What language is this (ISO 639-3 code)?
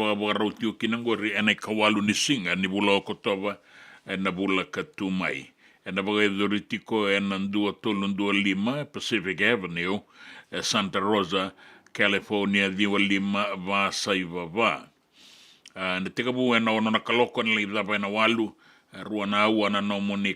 fij